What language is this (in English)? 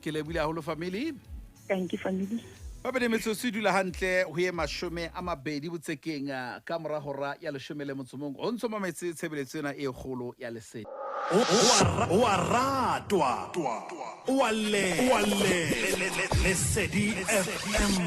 Southern Sotho